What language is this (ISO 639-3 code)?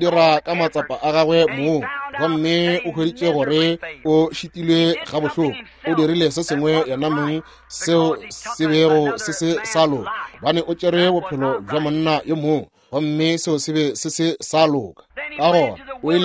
nso